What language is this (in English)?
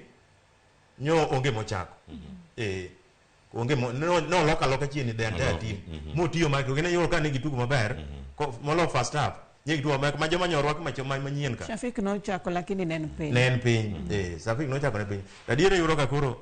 Luo (Kenya and Tanzania)